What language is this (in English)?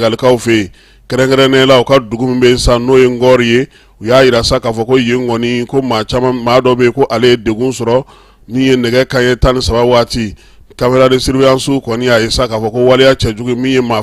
Bambara